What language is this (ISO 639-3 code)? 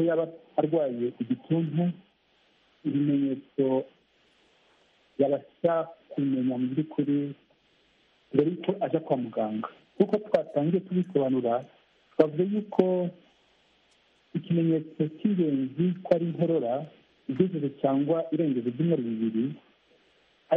kin